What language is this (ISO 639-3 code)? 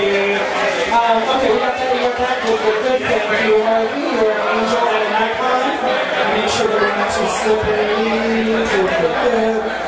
eng